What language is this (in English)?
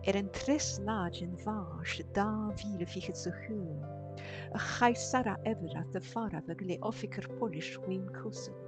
Scottish Gaelic